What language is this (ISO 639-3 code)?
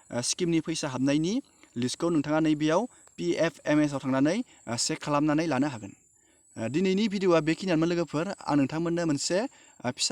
brx